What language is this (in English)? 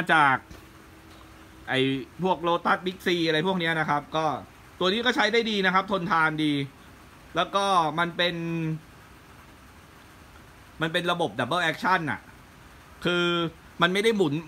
Thai